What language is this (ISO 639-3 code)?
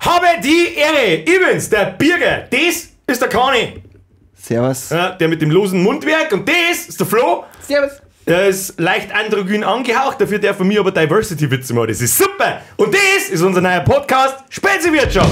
bar